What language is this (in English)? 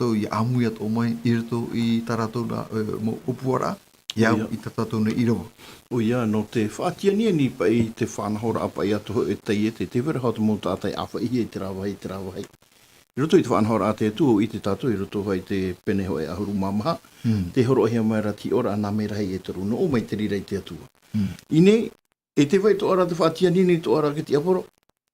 Tahitian